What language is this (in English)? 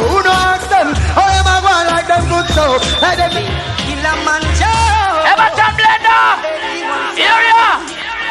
Jamaican Creole English